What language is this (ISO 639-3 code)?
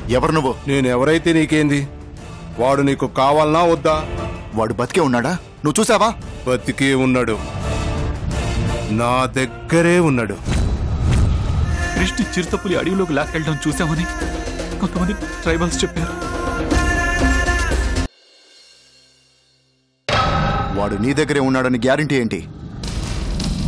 tel